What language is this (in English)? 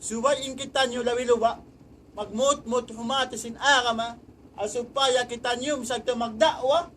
Tausug